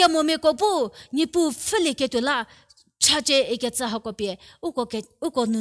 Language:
Angami Naga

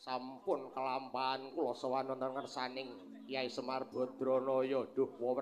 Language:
Javanese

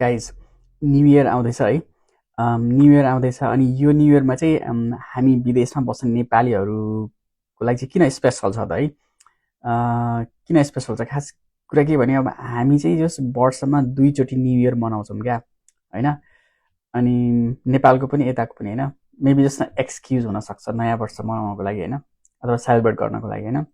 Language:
Nepali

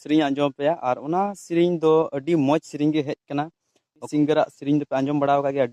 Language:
Santali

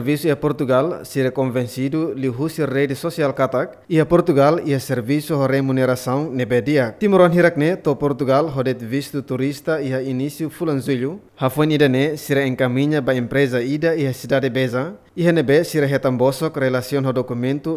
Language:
Tetum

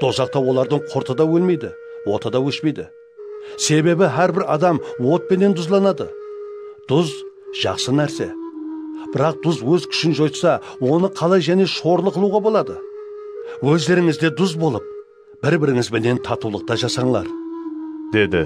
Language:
Kara-Kalpak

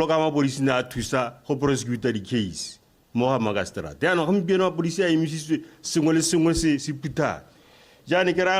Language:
Tswana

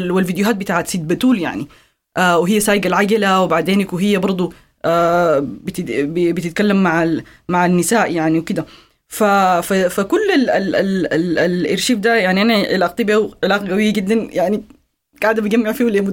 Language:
Sudanese Arabic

